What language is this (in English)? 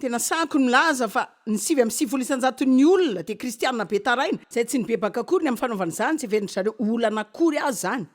Malagasy